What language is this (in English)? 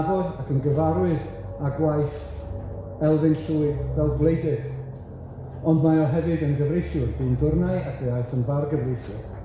Welsh